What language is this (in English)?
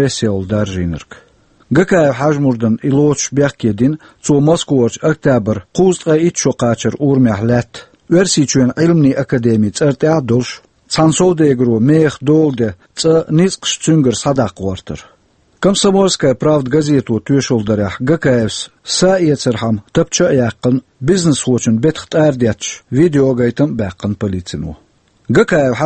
Chechen